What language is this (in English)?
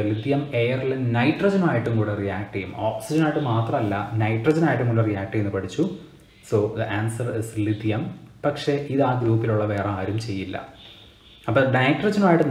Malayalam